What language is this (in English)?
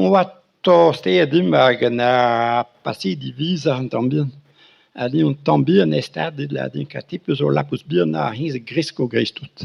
Breton